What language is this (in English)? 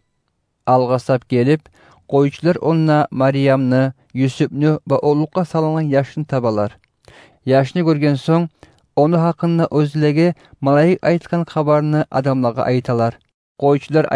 Kumyk